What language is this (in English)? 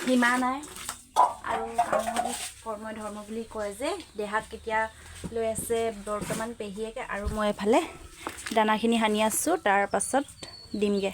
Assamese